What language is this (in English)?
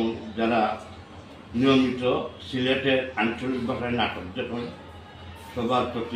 Sylheti